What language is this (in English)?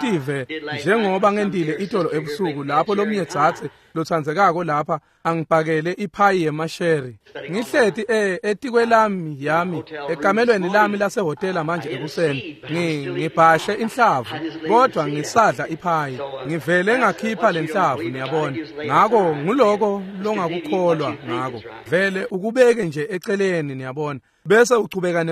Swati